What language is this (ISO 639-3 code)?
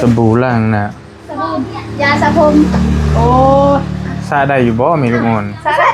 tts